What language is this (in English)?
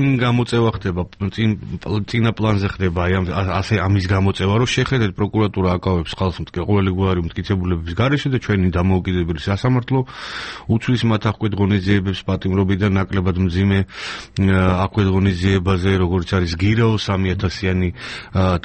Georgian